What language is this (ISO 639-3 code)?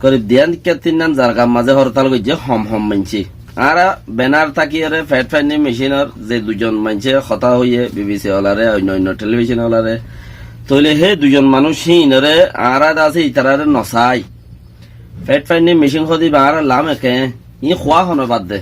rhg